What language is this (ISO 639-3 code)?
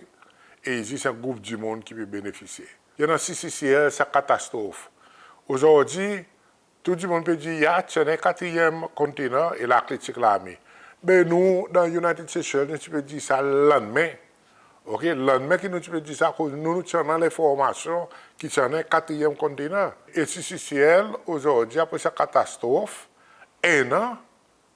crs